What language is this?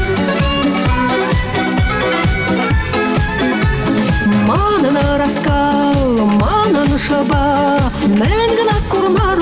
Chuvash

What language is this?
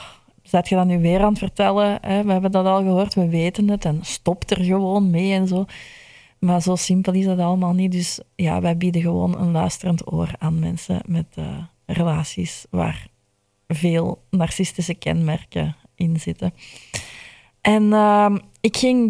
Dutch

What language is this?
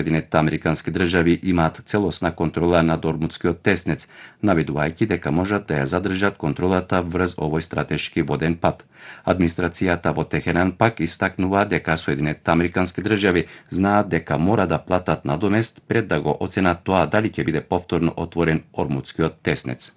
Macedonian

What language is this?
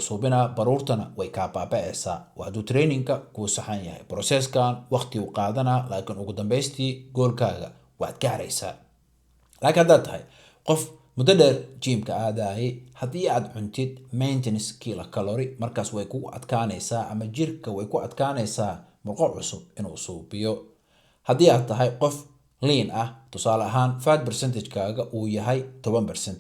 Somali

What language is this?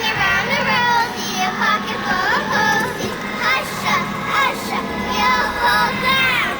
Bavarian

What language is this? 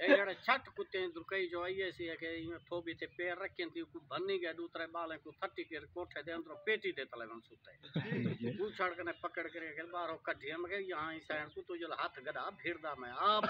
Saraiki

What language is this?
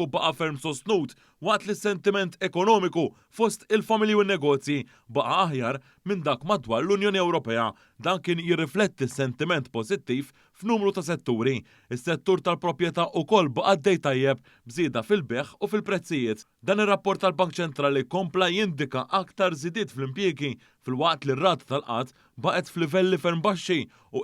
Maltese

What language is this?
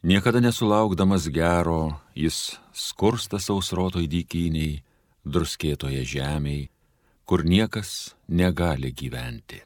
Lithuanian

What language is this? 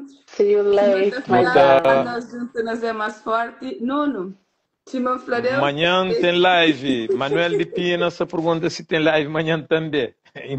Kabuverdianu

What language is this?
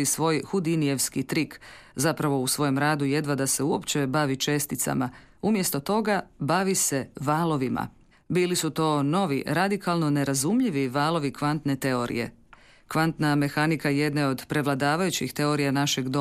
Croatian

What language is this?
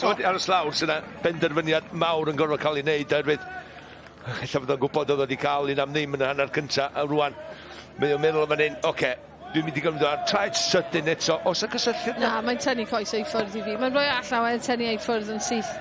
Welsh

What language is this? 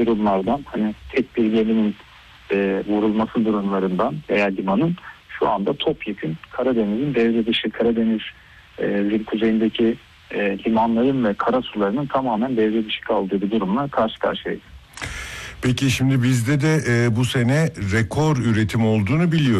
Turkish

